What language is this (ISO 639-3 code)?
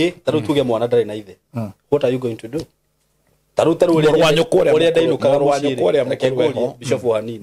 kik